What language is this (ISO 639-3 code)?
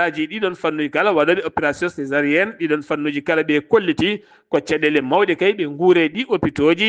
ful